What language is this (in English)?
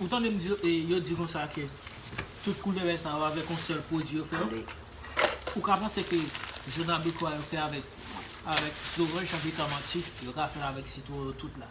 Haitian Creole